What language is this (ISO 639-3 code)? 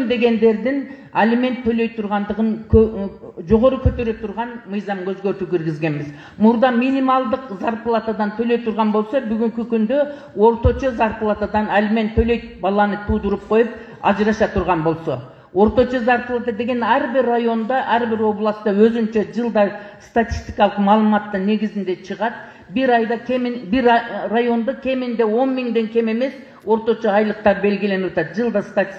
kir